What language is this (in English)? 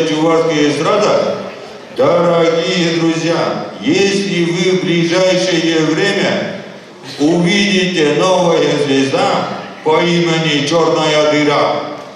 Chuvash